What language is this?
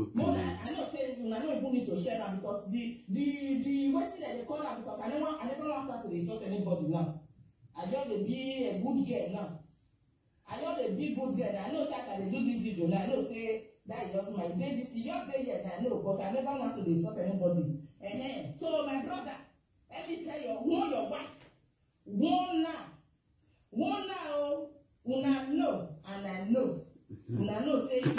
Nigerian Pidgin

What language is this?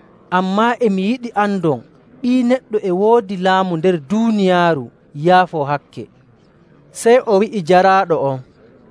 Nigerian Fulfulde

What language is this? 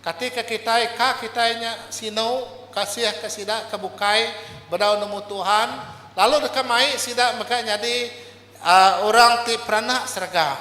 Iban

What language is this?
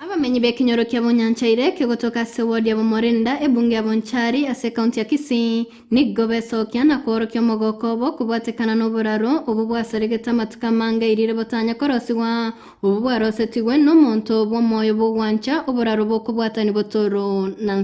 Gusii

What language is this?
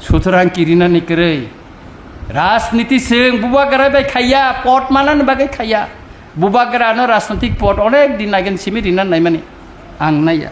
Kok Borok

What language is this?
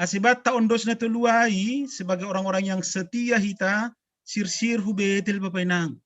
Batak Simalungun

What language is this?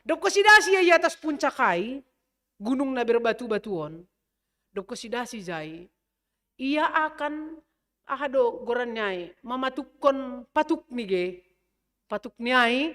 Batak Simalungun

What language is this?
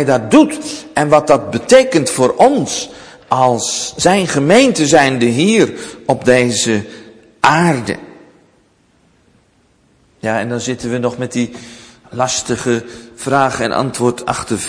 Dutch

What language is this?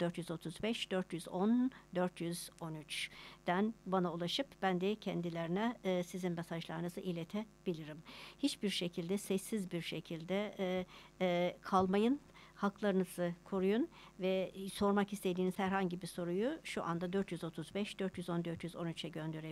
Turkish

